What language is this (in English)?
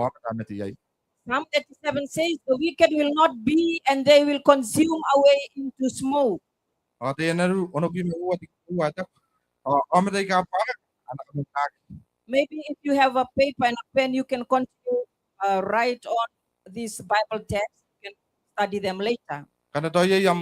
Gilbertese